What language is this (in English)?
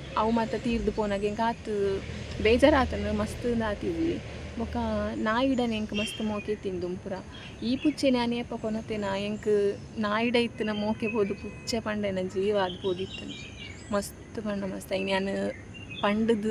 Tulu